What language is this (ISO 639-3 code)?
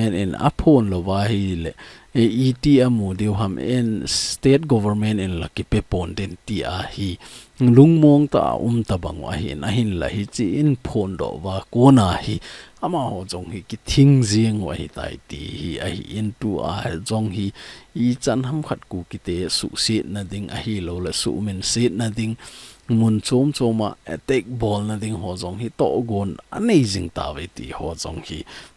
tcz